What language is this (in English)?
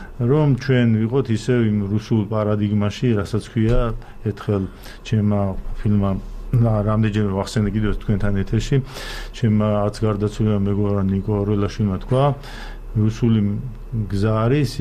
Georgian